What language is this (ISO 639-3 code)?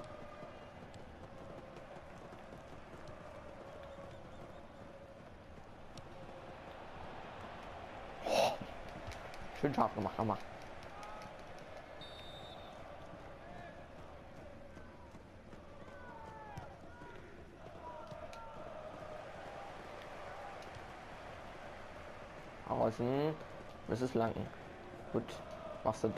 deu